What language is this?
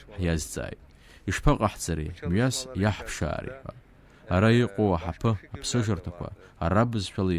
Abkhazian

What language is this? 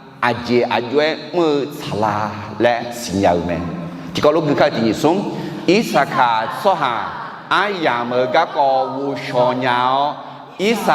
Akha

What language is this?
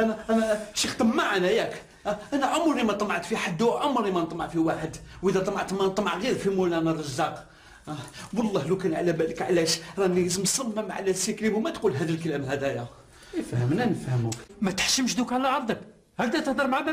Algerian Arabic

